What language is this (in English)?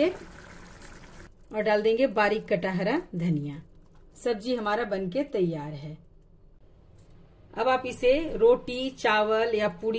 Hindi